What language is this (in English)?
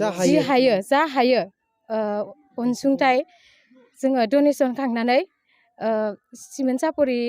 Bodo